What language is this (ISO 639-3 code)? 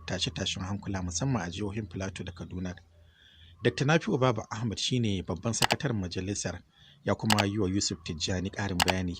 hau